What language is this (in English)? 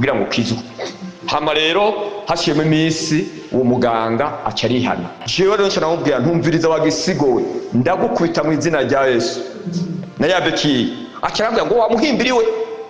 Rundi